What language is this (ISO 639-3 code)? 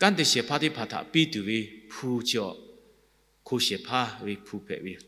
lhu